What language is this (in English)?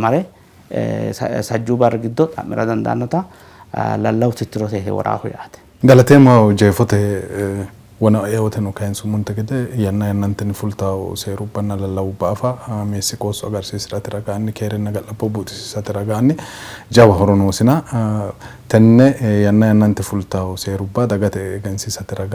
Sidamo